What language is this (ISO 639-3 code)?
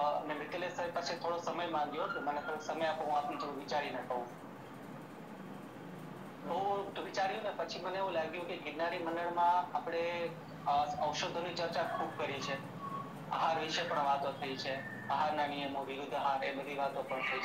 guj